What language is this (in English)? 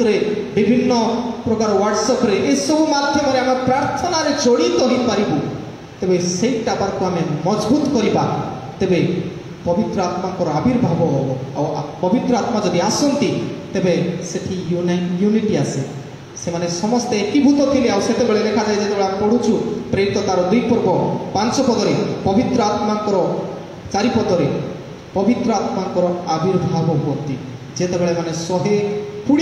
Odia